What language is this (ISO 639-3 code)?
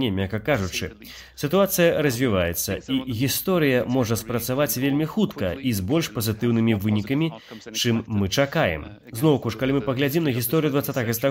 bel